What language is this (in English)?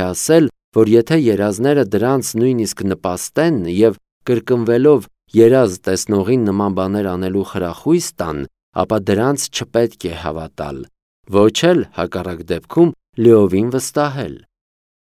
Armenian